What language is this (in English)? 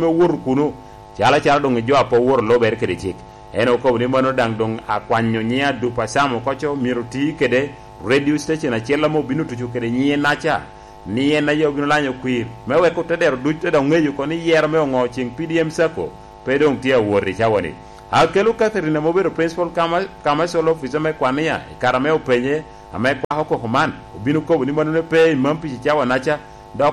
Lango (Uganda)